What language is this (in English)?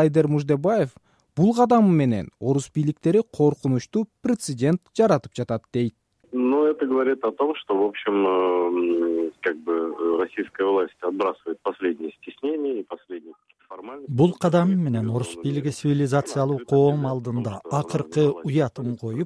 Kyrgyz